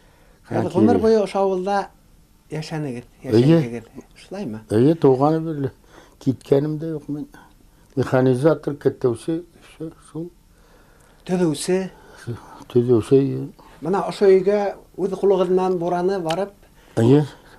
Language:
Bashkir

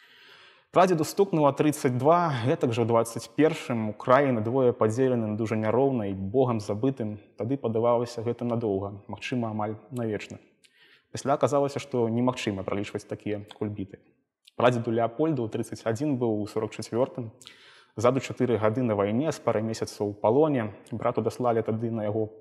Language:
Belarusian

